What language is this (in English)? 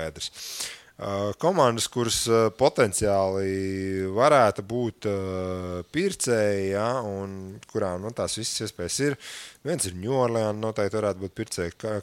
Latvian